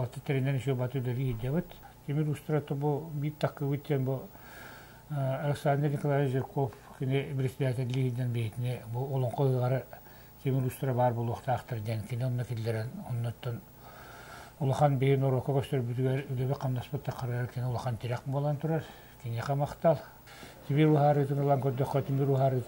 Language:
Yakut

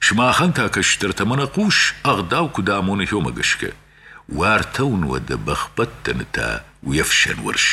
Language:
Ossetic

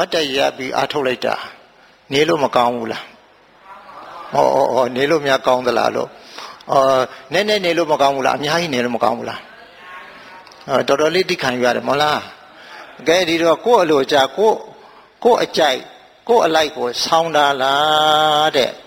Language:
Burmese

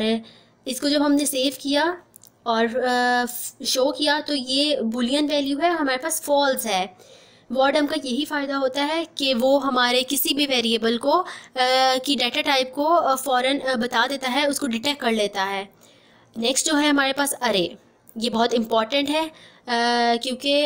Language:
Hindi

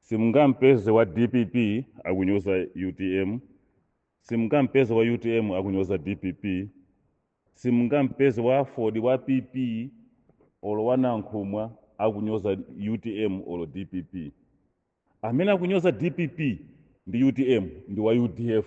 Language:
Nyanja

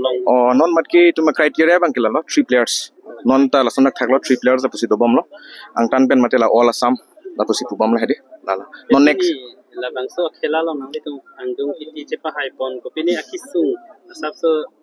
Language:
Karbi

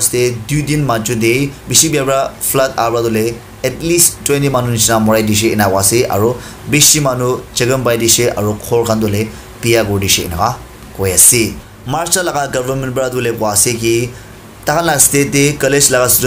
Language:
Naga Pidgin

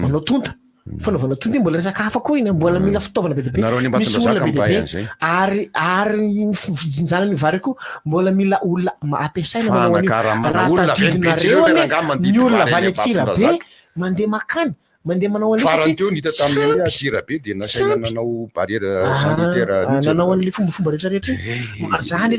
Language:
Malagasy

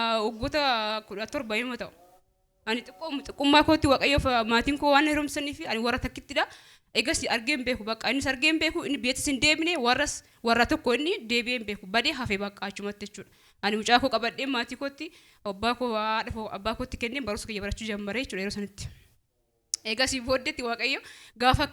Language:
Oromo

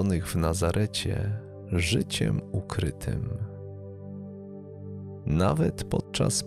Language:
Polish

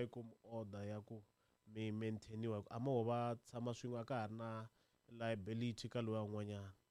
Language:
Tsonga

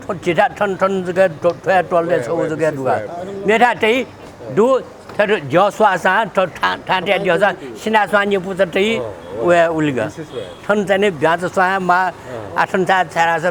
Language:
Newari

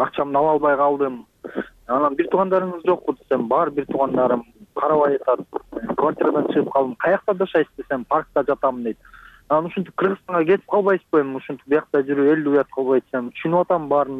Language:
Kyrgyz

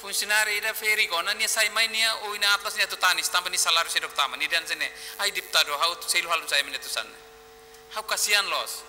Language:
Tetum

